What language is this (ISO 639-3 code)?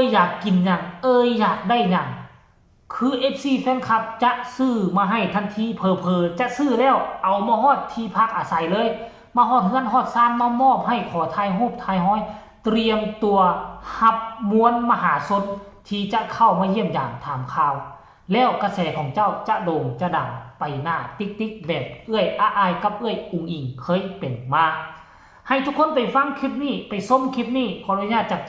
tts